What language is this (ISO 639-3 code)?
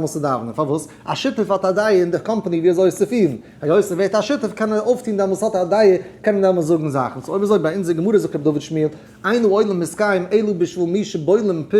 yid